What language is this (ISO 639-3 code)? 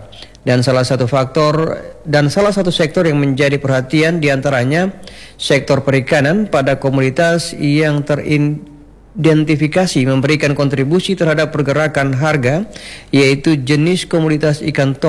ind